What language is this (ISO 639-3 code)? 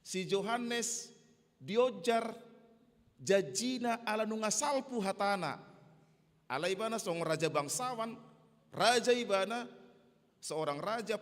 bbc